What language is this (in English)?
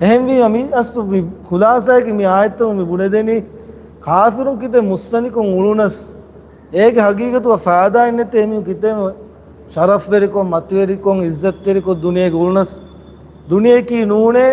Divehi